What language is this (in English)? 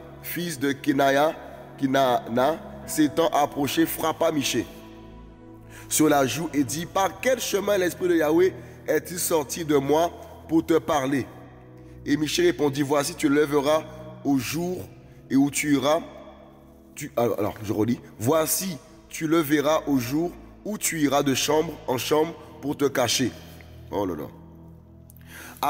French